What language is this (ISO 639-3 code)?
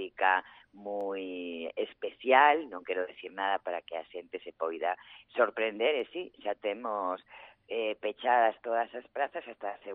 glg